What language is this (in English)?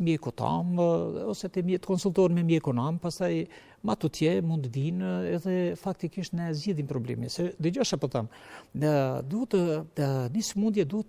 Albanian